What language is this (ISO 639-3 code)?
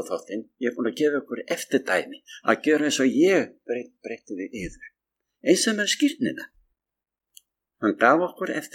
isl